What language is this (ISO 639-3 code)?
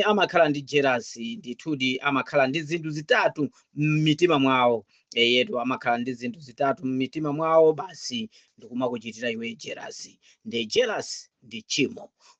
nya